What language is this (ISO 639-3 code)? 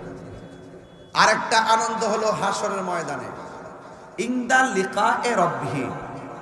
ben